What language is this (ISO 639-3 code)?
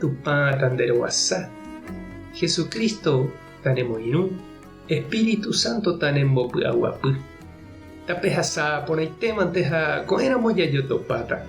grn